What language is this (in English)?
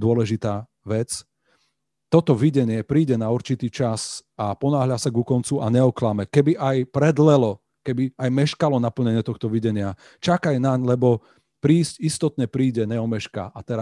Slovak